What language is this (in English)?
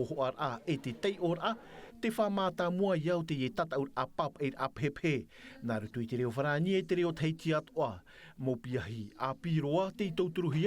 Tahitian